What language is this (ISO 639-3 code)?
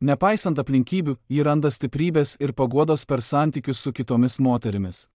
lit